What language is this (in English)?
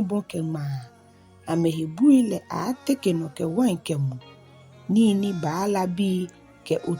Ga